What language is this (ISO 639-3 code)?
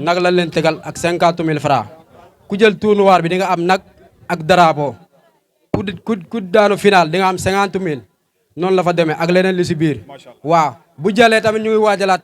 wol